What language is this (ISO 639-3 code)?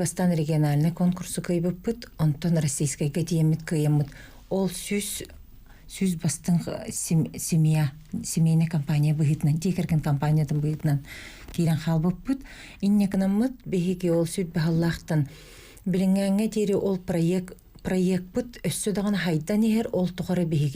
sah